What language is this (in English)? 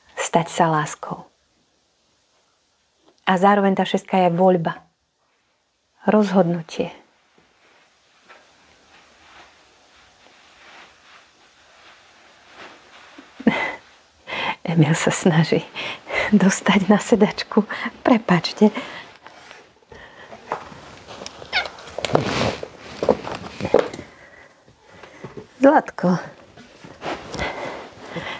Slovak